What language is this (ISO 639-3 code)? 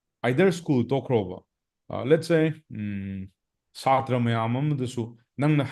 mni